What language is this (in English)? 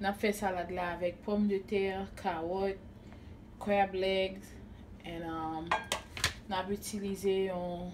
Haitian Creole